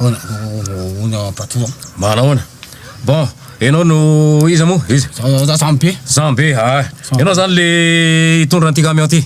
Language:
Malagasy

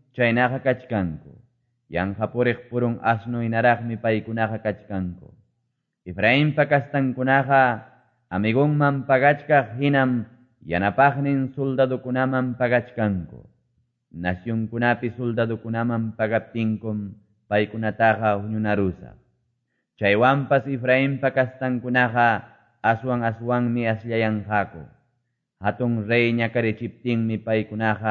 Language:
Quechua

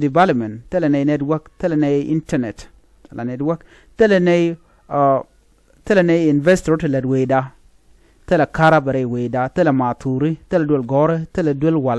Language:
Nuer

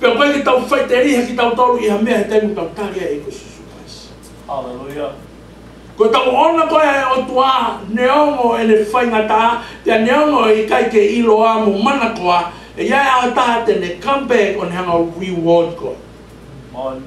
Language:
Tongan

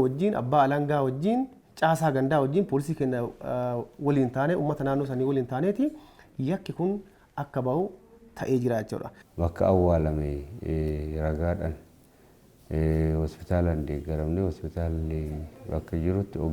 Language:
Oromo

